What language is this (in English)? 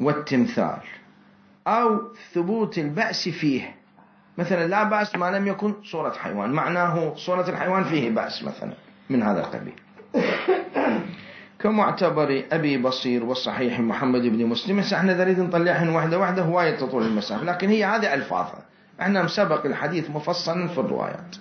Mesopotamian Arabic